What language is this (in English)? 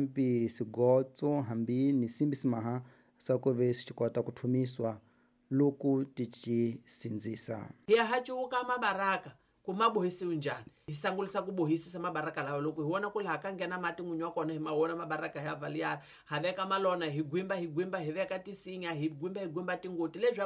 Tsonga